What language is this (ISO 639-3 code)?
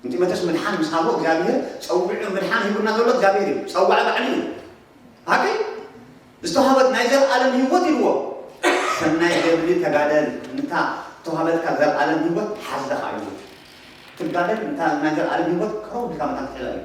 tir